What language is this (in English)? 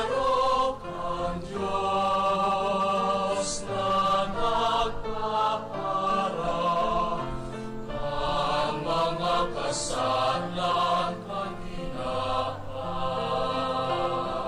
Bikol